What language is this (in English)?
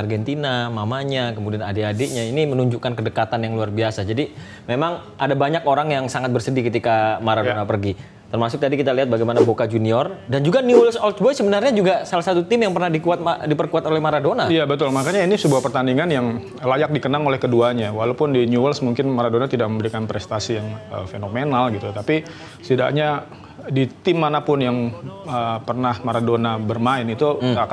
Indonesian